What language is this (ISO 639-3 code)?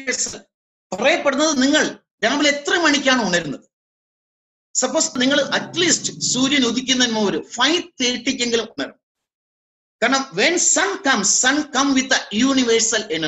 mal